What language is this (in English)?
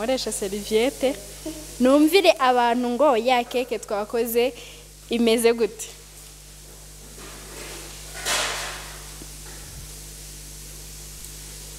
Kinyarwanda